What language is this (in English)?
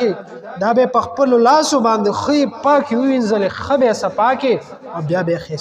Pashto